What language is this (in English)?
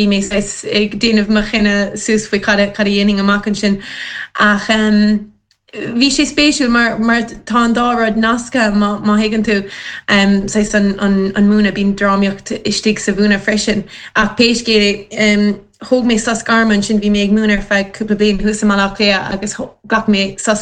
Irish